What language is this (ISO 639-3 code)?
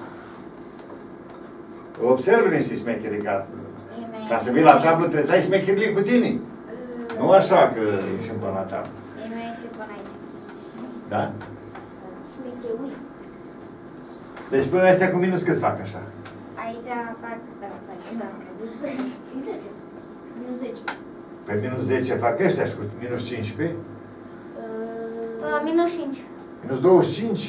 ron